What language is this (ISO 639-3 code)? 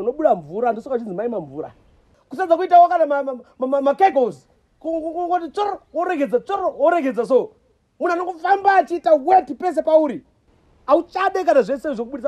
sna